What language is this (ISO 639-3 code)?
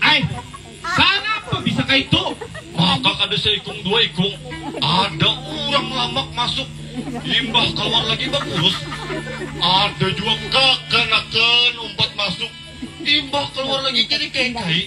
bjn